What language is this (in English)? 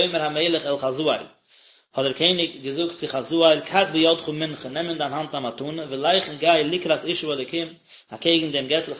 Yiddish